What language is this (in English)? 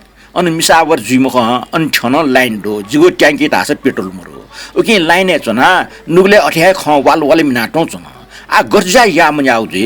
Newari